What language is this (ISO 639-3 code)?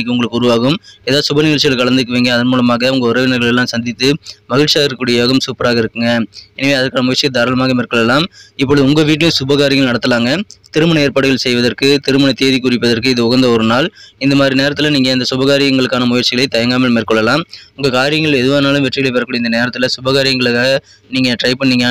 tam